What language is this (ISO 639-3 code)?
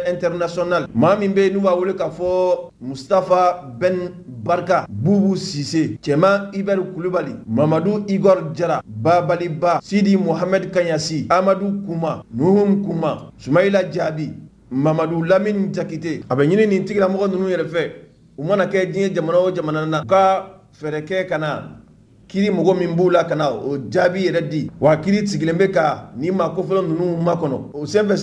man